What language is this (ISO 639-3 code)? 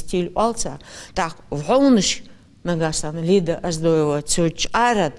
inh